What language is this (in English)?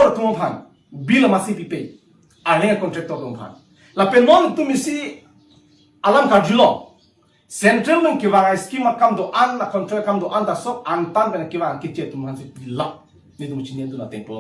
Karbi